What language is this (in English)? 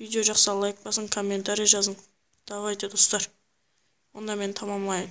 Kara-Kalpak